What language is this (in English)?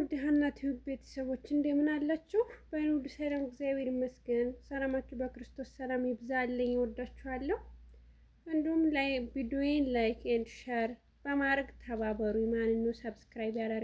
Amharic